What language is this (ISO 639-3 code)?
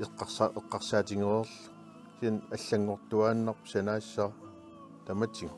kal